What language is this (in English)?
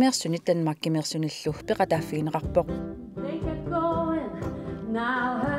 Kalaallisut